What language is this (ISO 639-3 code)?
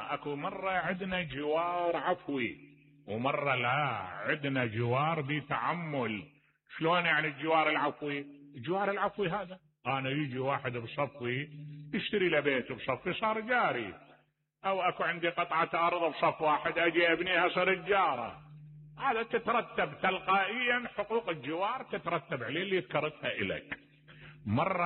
acm